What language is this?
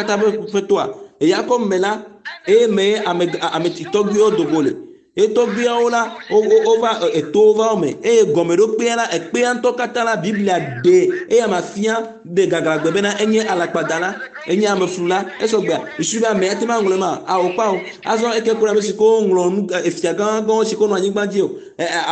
Ewe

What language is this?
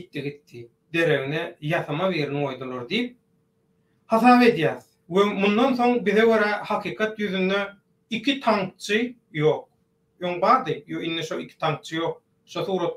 Turkmen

